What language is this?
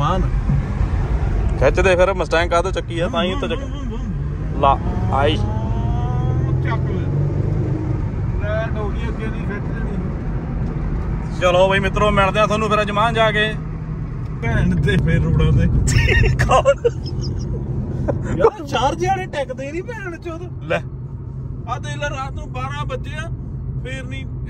Punjabi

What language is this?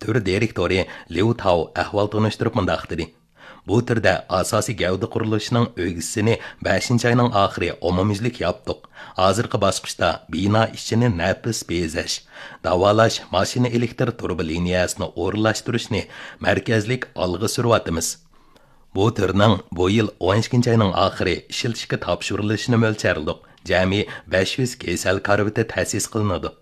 Uyghur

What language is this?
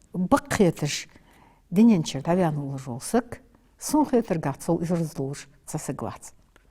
Ingush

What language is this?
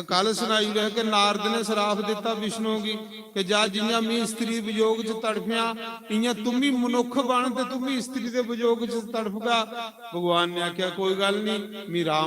Dogri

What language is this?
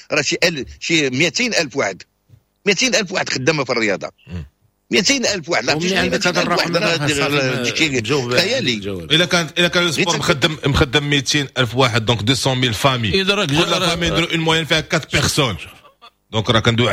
Moroccan Arabic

